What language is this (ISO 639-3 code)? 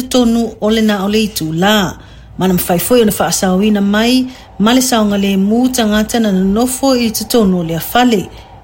smo